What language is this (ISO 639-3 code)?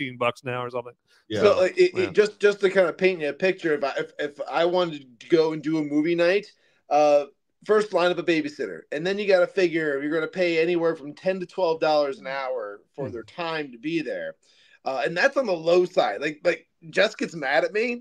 eng